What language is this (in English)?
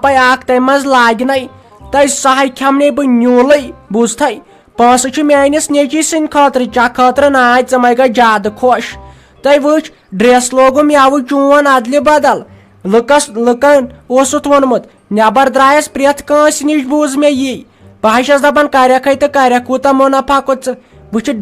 Kashmiri